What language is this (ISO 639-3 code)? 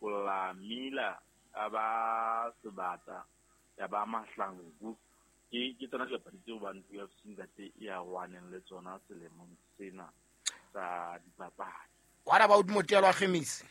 sot